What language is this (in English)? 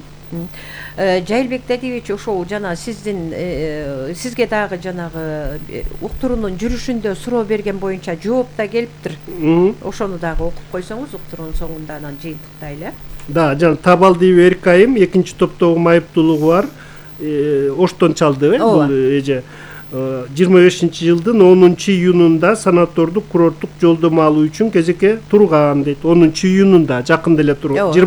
Kyrgyz